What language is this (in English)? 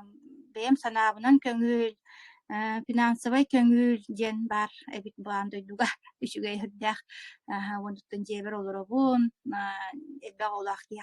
Yakut